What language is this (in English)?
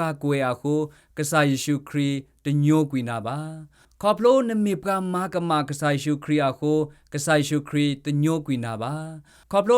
S'gaw Karen